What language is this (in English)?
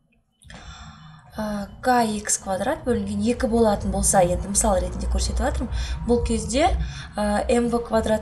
Kazakh